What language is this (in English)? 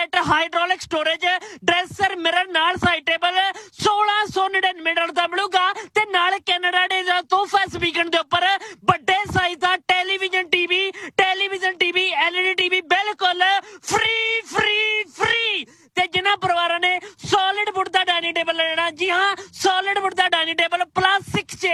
Punjabi